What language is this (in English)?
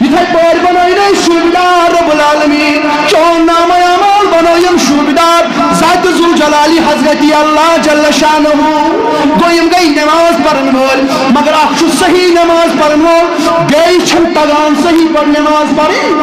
Kashmiri